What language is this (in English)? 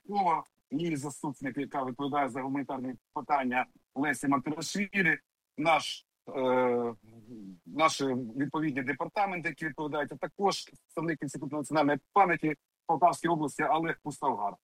Ukrainian